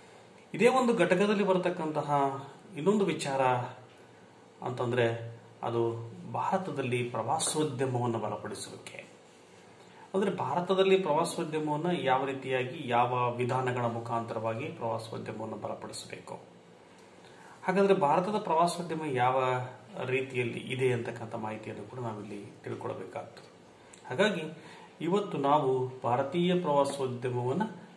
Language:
Kannada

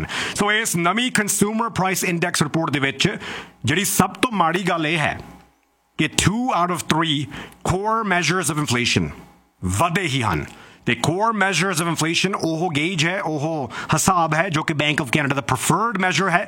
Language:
Punjabi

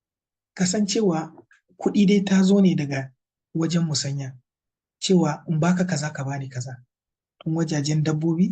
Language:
Hausa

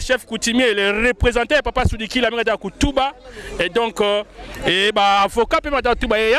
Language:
Kituba (Democratic Republic of Congo)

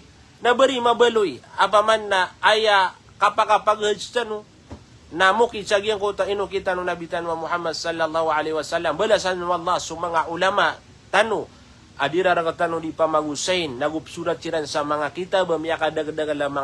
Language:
Maranao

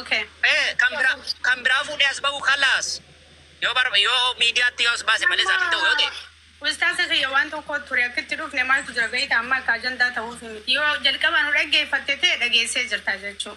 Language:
Oromo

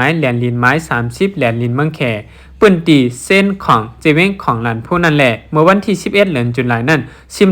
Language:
Shan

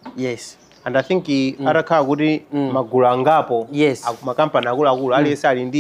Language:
Nyanja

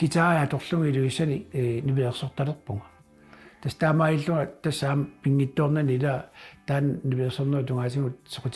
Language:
Kalaallisut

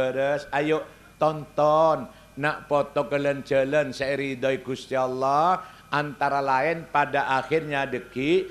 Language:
Madurese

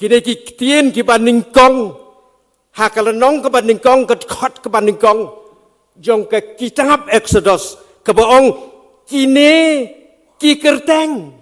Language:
Khasi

